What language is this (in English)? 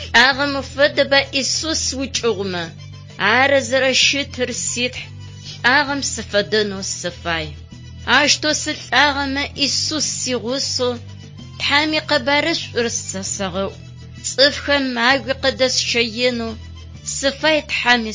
Adyghe